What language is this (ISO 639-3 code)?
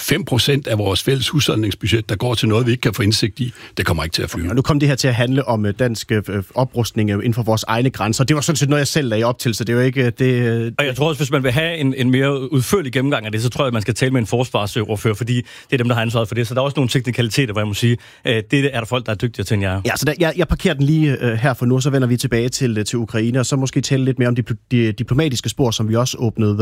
dan